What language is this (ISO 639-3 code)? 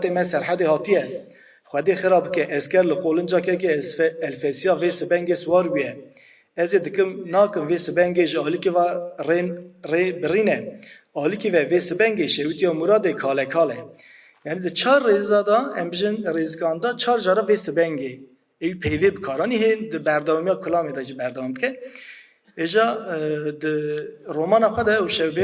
kur